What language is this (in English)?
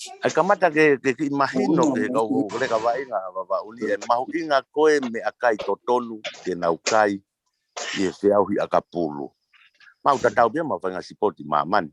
Tongan